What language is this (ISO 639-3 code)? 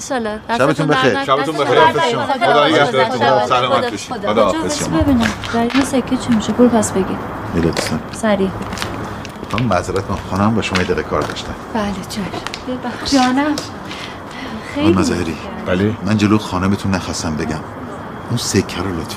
fas